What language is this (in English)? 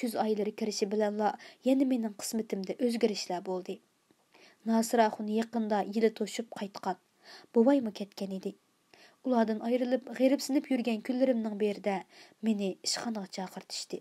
Uyghur